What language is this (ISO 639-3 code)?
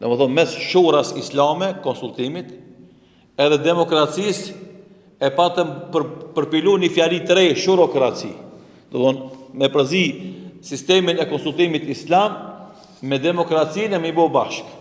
sqi